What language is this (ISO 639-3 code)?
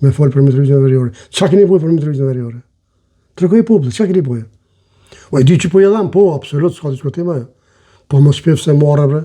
sqi